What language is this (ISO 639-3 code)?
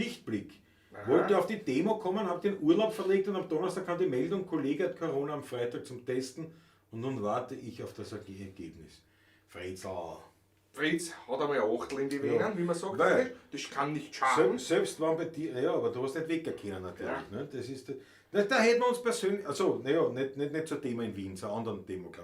bar